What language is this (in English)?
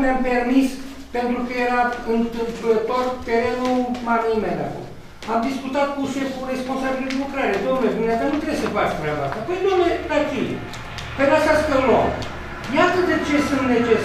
Romanian